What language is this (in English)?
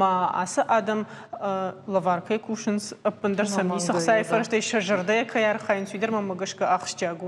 Ossetic